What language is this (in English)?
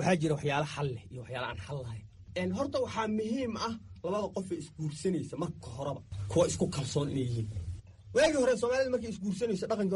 Somali